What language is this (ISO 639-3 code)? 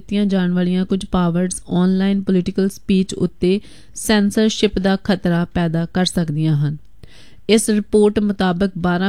pan